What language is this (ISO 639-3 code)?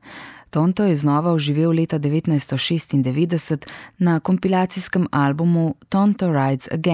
slv